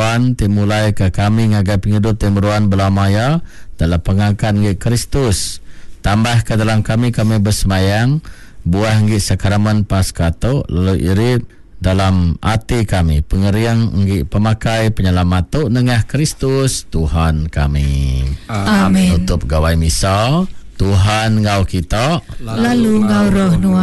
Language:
Iban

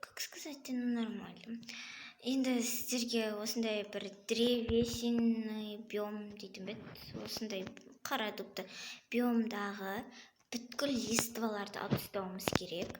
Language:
Kazakh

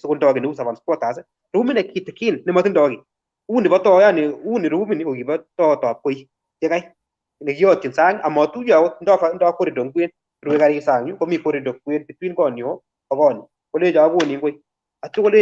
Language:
Kalenjin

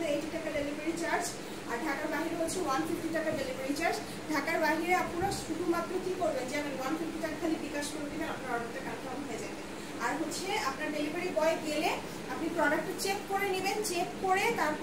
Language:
Bangla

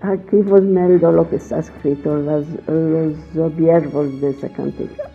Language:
Ladino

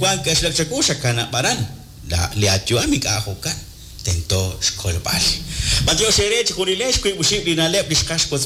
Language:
Kekchí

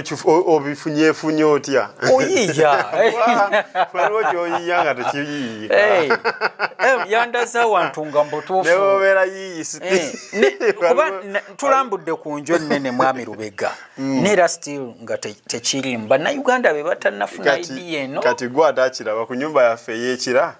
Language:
Ganda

